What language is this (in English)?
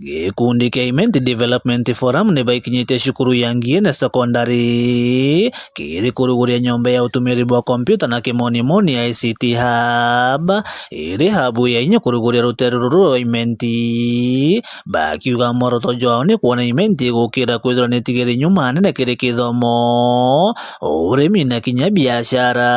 Meru